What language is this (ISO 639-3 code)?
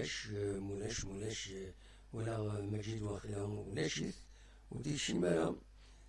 kab